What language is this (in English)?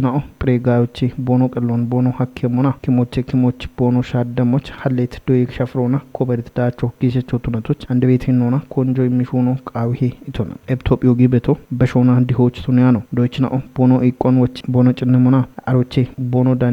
Kafa